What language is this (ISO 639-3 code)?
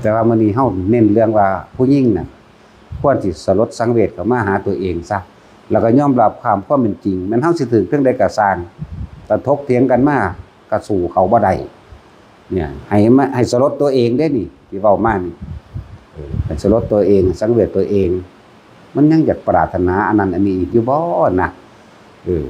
tts